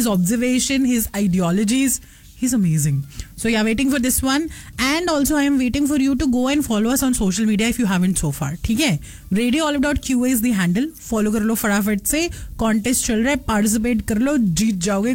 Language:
Hindi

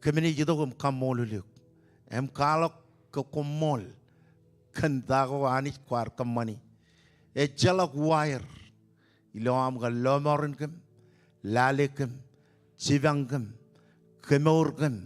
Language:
Marshallese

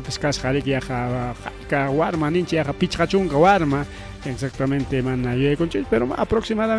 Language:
Ayacucho Quechua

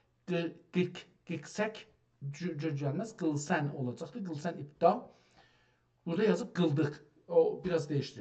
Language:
South Azerbaijani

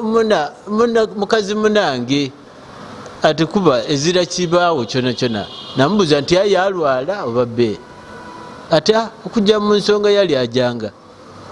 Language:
Ganda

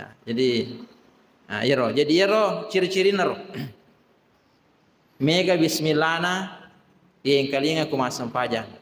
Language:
Buginese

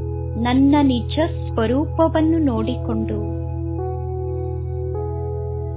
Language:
Kannada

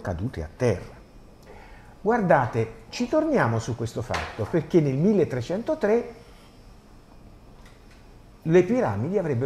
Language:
Italian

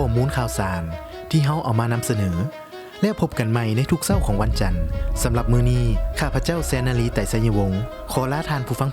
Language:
Lao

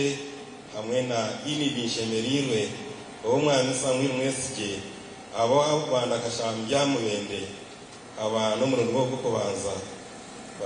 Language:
Nyankole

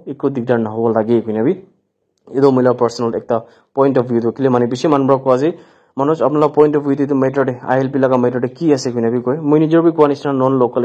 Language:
Naga Pidgin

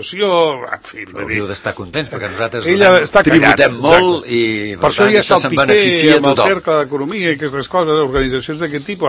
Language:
Catalan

